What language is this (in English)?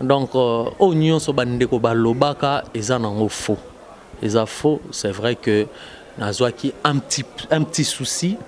Lingala